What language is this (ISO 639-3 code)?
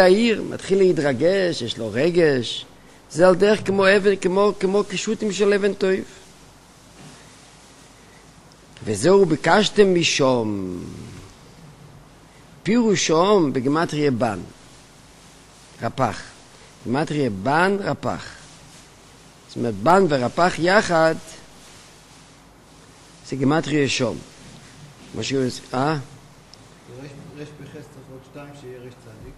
heb